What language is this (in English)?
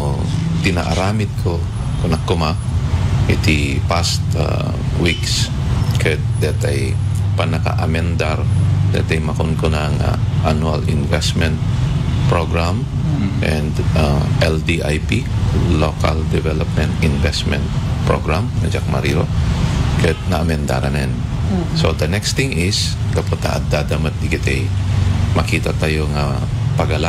Iloko